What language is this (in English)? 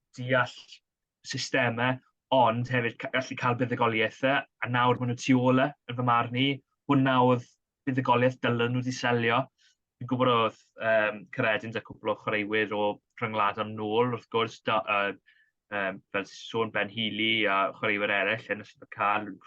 Welsh